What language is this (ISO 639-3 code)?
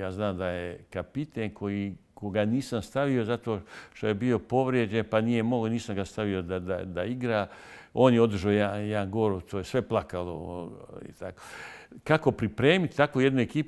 bos